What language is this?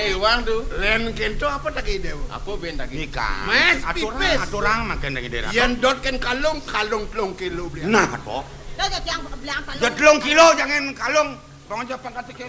Balinese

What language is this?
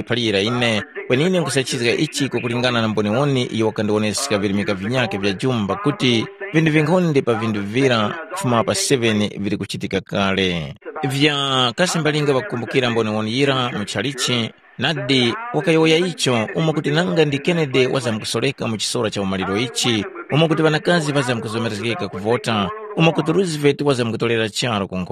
Tumbuka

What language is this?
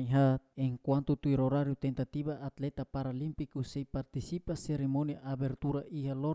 Tetum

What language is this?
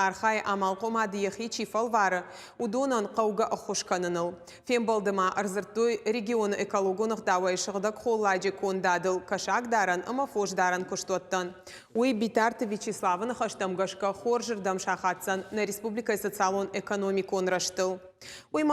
Ossetic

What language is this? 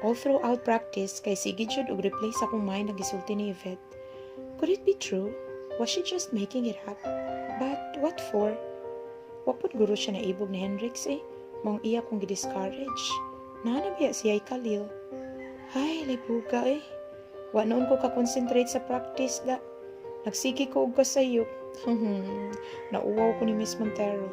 Cebuano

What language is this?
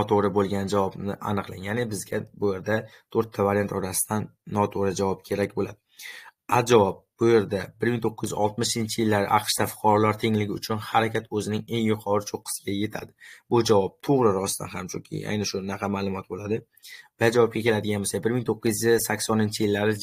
Uzbek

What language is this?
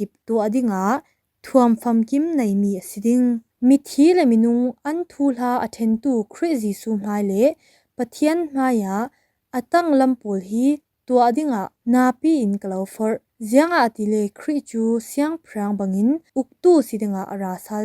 Falam Chin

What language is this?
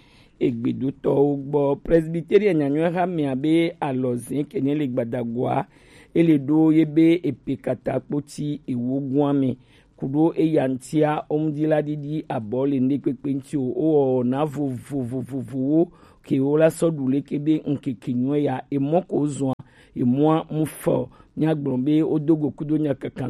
Gen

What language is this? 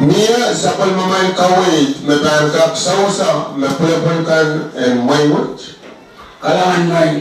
Pohnpeian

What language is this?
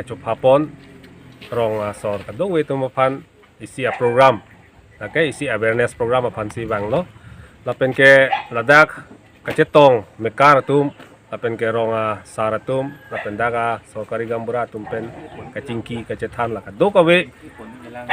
Karbi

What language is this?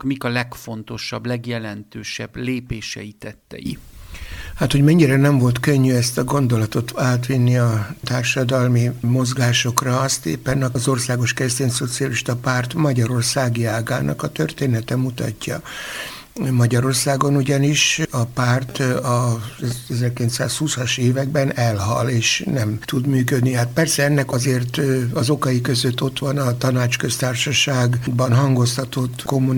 Hungarian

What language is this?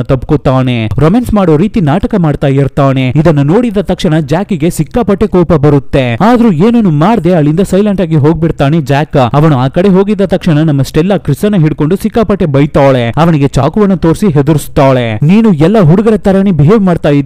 Kannada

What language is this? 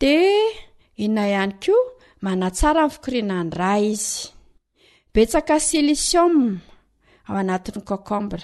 Malagasy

